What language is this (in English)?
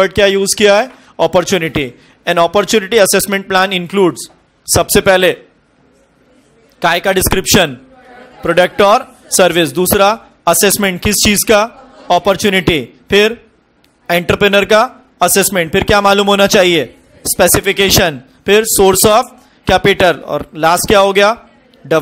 Hindi